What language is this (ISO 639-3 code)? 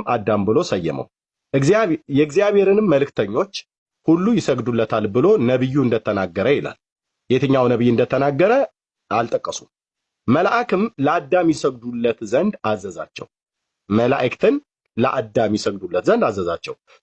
amh